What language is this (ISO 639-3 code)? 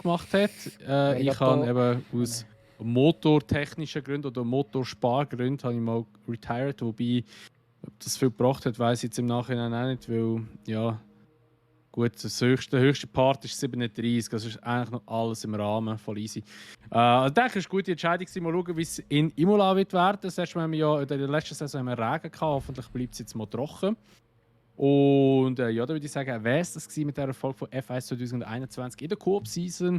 gsw